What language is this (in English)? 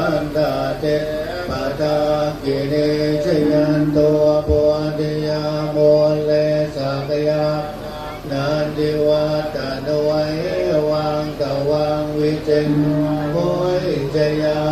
Pali